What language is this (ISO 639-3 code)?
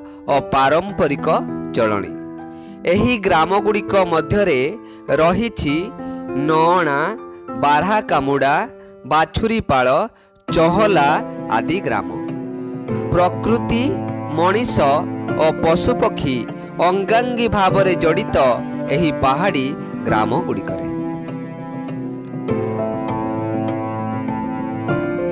ori